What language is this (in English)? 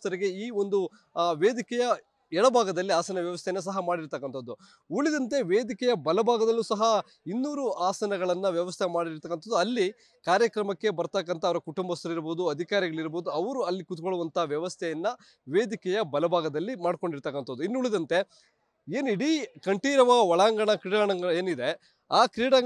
Kannada